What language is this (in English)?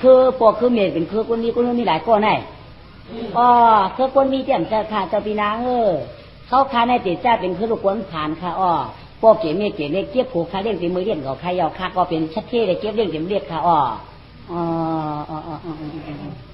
Shan